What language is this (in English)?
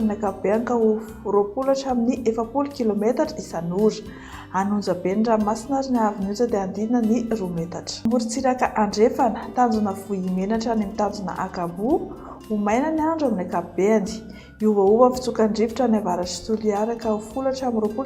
Malagasy